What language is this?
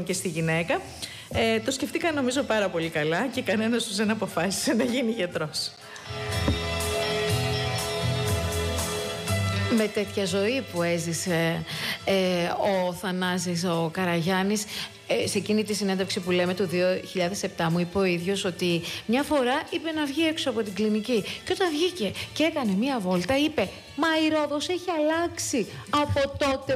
Greek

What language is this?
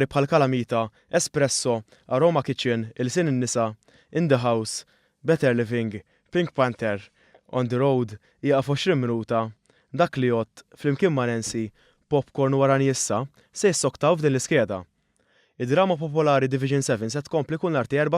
Maltese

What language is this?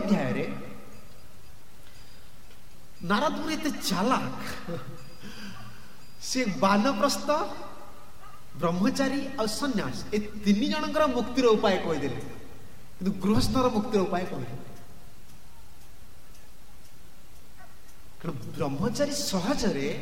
Odia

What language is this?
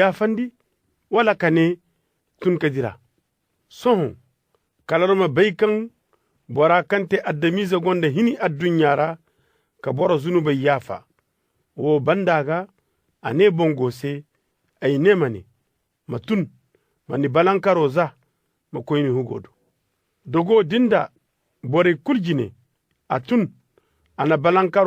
Koyraboro Senni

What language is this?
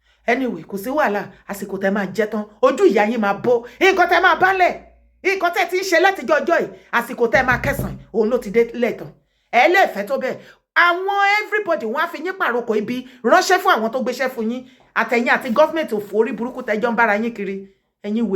Yoruba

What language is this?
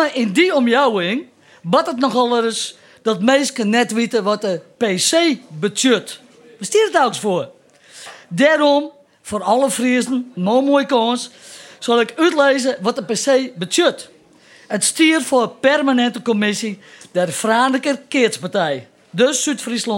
Western Frisian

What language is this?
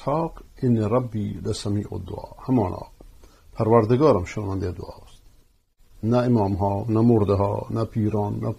Persian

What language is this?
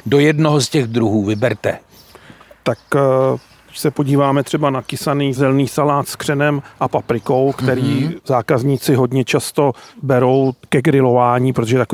Czech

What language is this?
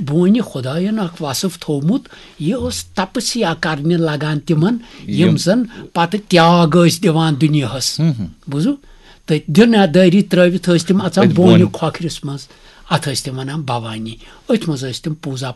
Kashmiri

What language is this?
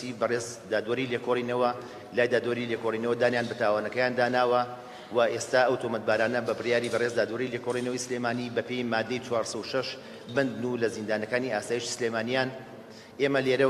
Central Kurdish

